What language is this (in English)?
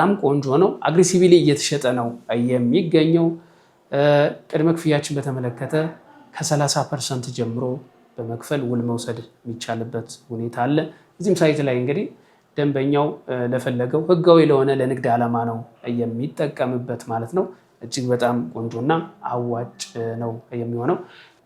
Amharic